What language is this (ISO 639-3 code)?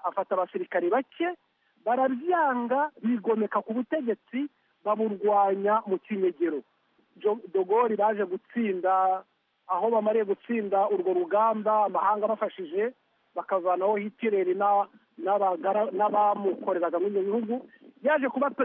kin